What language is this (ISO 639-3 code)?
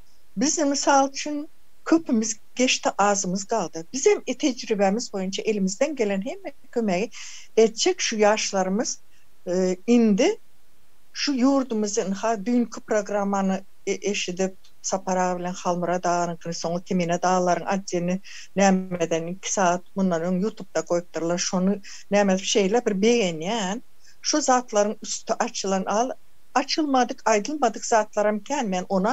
tuk